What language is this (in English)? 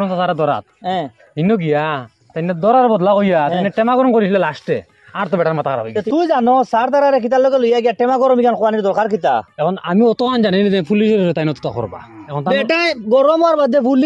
Sylheti